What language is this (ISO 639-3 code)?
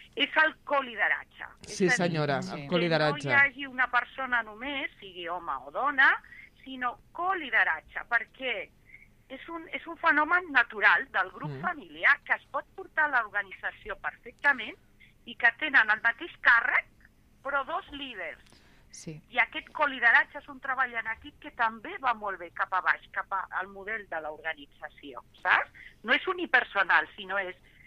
cat